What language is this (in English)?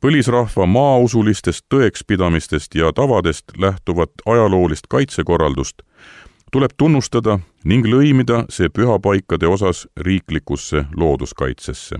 Estonian